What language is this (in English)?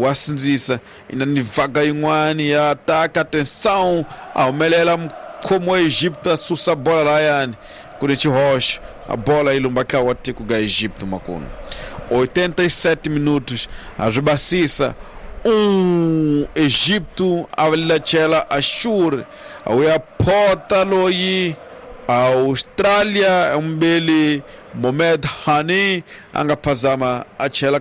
Tsonga